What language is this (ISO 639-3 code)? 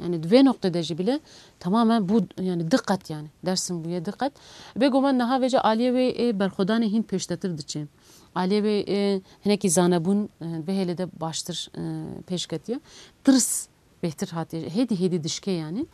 kur